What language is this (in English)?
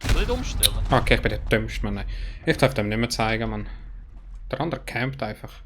Swiss German